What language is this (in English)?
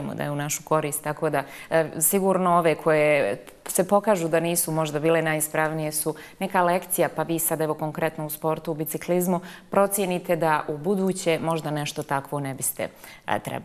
Bosnian